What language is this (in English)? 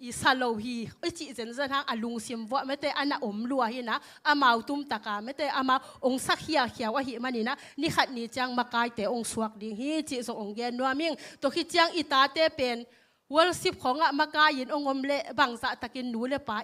Tedim Chin